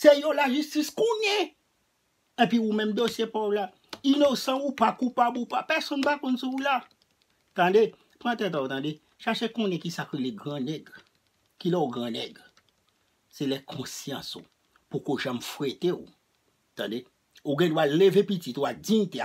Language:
Haitian Creole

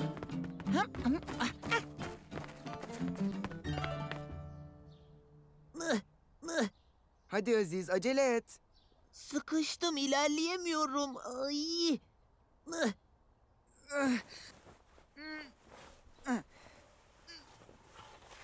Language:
Turkish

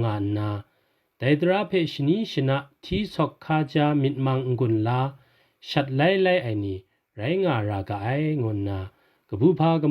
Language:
Kachin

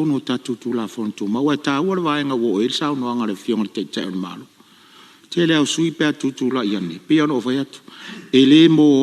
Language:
Samoan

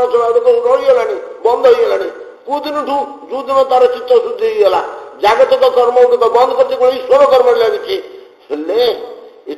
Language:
Odia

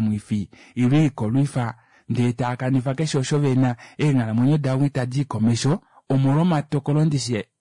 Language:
Kuanyama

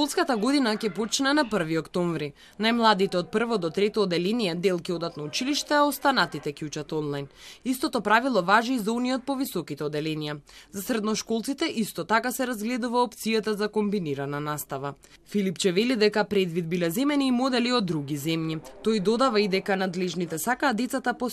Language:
Macedonian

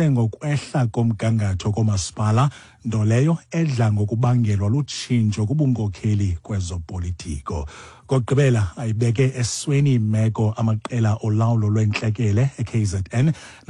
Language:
Xhosa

